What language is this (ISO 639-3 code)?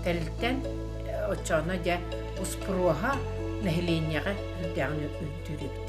sah